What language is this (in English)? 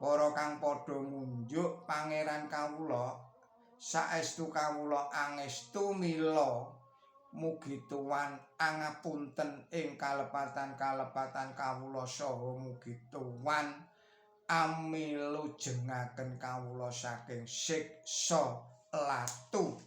Javanese